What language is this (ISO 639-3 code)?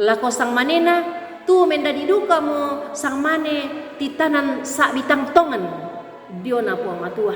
sda